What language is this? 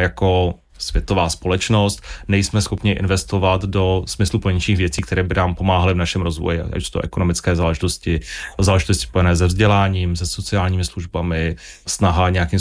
Czech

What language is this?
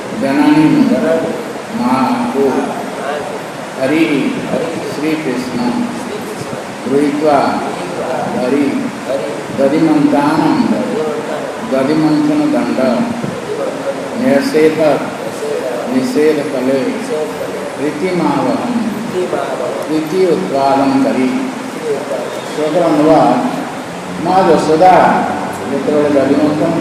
Odia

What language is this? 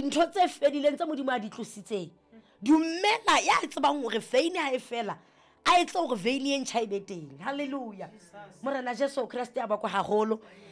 Southern Sotho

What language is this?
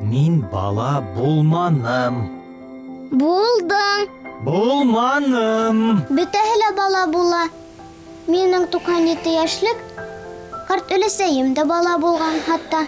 Bashkir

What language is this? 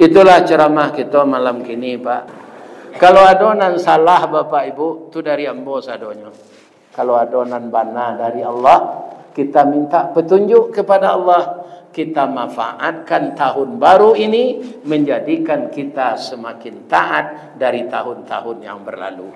Minangkabau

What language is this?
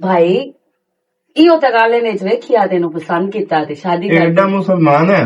Western Panjabi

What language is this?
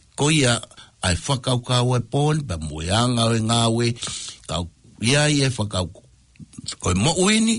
Tongan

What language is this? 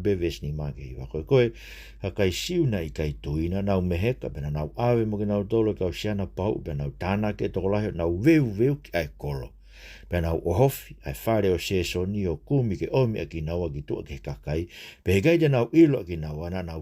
Tongan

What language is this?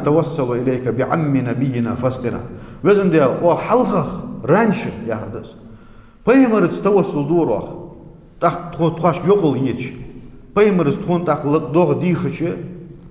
Ingush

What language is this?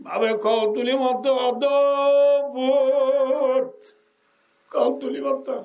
Rohingya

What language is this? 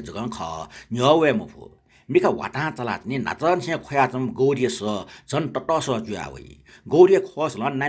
Newari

